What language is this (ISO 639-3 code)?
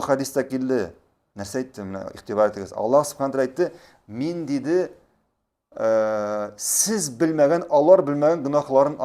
tat